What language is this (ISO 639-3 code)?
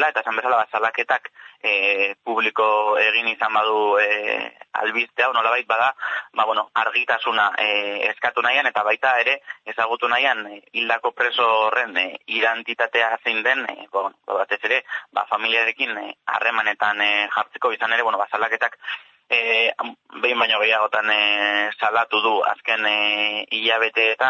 eus